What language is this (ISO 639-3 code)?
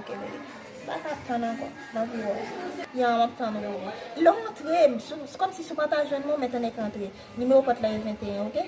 hat